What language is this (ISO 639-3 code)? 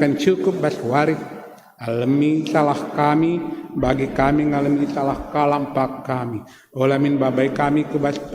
btx